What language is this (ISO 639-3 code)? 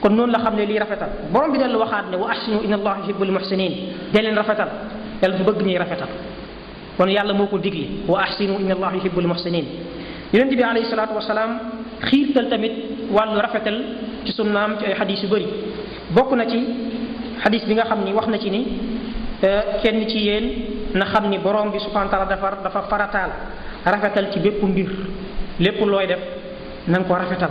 wol